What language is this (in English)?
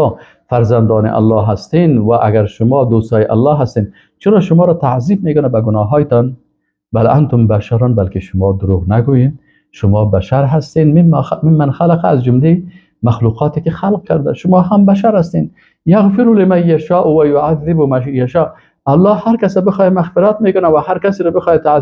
Persian